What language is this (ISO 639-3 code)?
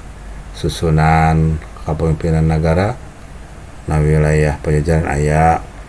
sun